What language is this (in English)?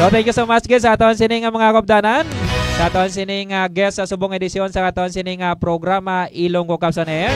Hiligaynon